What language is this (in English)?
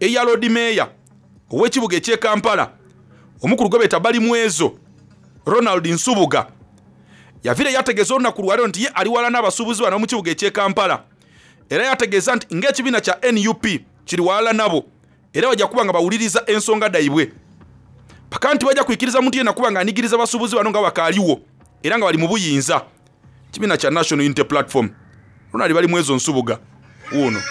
Soga